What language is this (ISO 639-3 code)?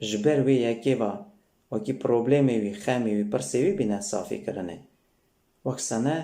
kur